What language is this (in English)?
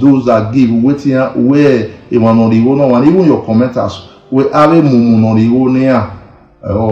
Nigerian Pidgin